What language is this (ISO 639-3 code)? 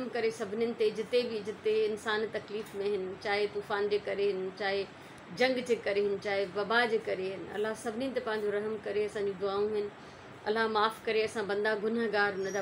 snd